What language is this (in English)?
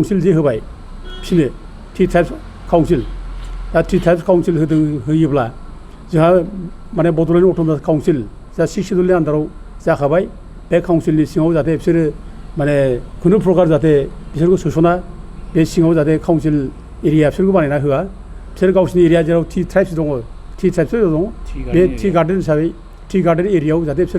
Bodo